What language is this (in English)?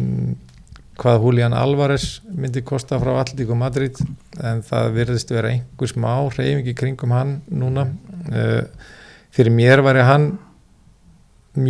Icelandic